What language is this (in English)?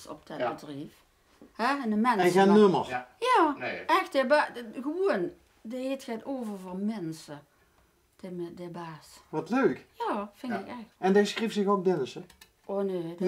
Limburgish